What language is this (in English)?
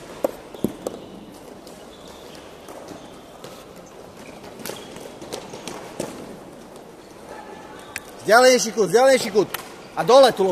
Slovak